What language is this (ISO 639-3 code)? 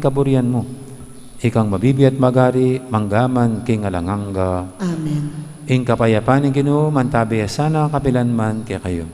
pam